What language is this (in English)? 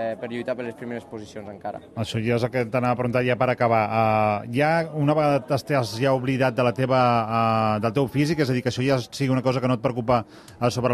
Catalan